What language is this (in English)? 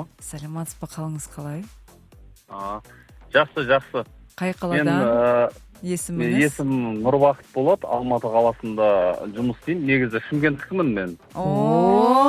Kazakh